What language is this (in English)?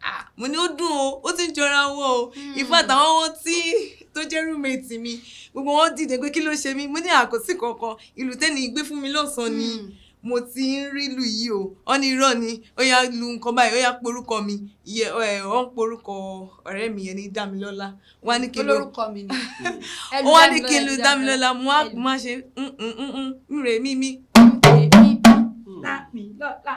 Yoruba